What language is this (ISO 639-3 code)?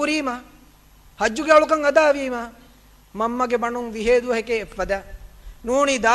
div